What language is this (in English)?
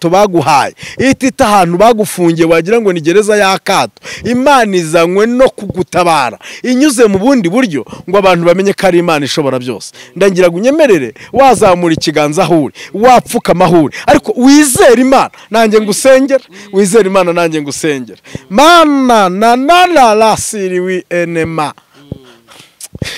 Kinyarwanda